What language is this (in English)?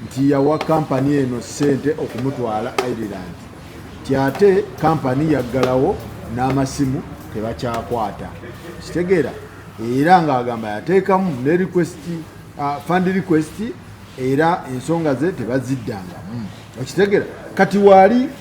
Ganda